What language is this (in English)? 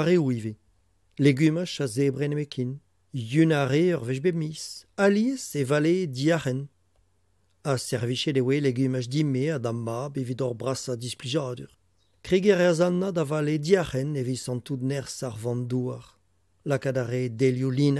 Breton